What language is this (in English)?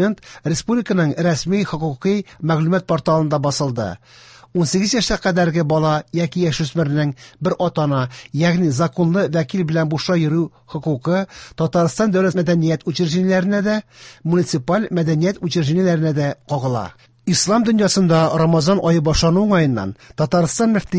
Tatar